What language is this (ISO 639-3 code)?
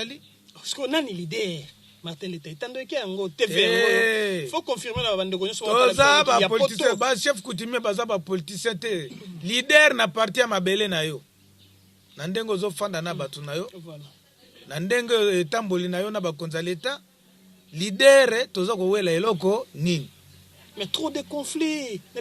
lin